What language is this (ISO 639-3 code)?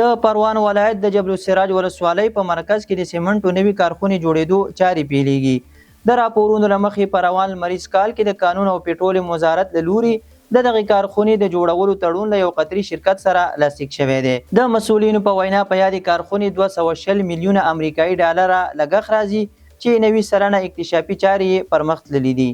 pus